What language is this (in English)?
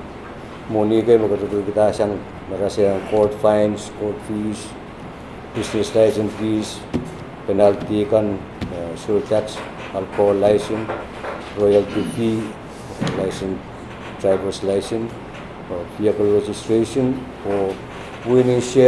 Pohnpeian